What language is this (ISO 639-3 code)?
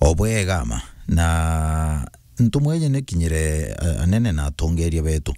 mer